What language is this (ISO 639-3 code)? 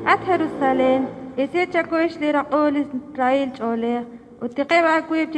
kek